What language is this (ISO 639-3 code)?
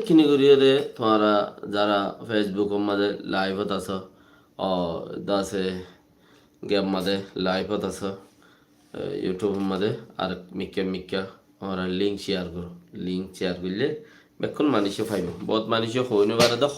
rhg